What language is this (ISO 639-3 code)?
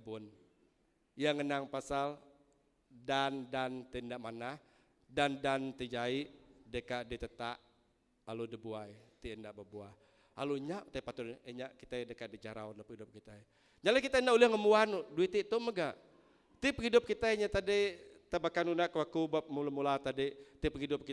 iba